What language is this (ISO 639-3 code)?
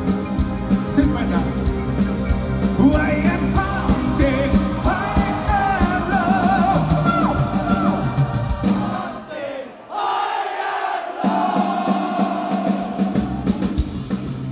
fin